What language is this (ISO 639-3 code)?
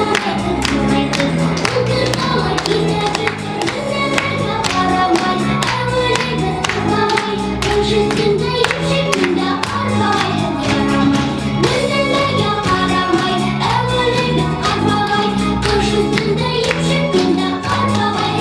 bak